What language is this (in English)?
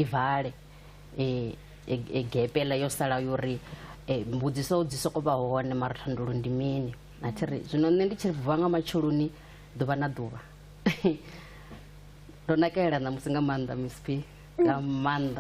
Venda